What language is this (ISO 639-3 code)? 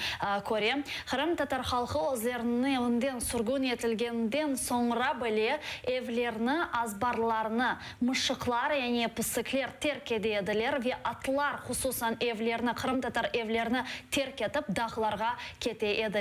crh